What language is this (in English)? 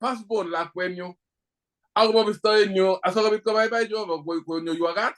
Kalenjin